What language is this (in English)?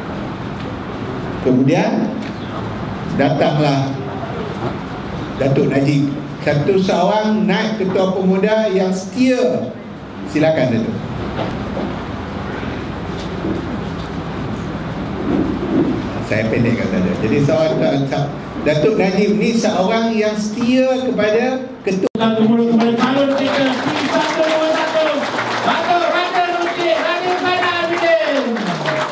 Malay